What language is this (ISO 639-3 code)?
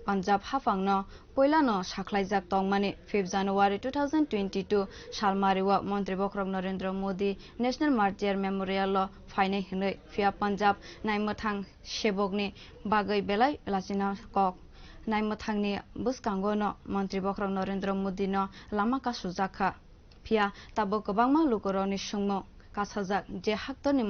trp